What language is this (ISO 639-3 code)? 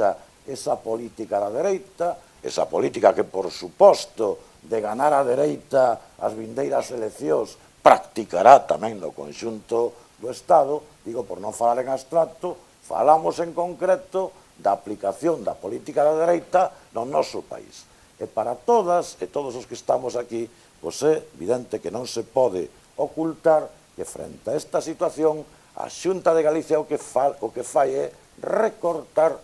glg